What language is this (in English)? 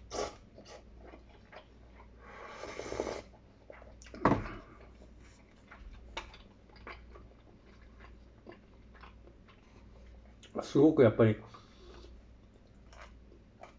Japanese